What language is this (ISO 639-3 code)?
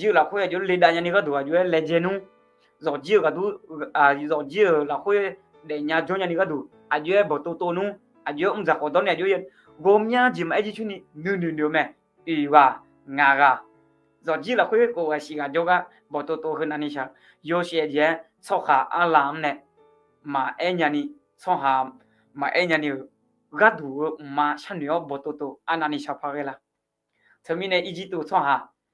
ahk